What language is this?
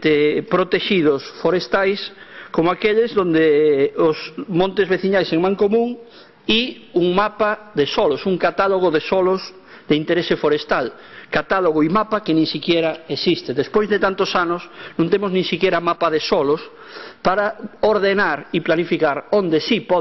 Galician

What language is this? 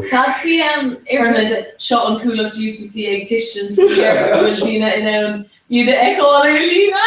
Irish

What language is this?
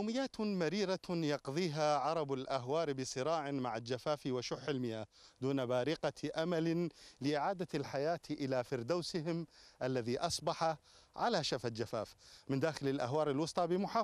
Arabic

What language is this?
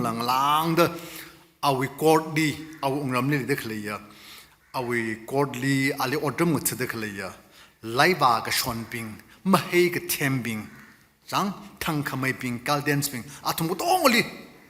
Tangkhul Naga (India)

